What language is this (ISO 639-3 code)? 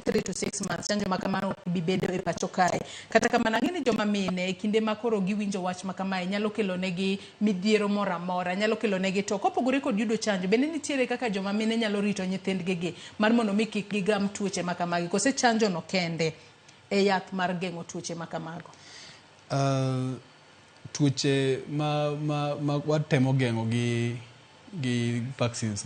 luo